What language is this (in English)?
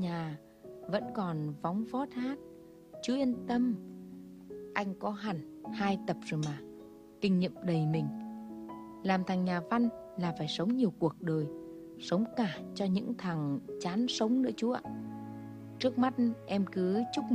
Vietnamese